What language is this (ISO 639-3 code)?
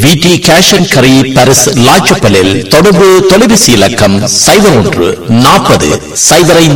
tam